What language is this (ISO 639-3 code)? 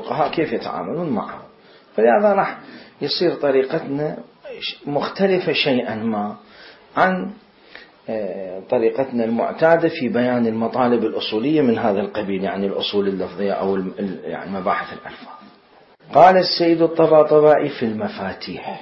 acm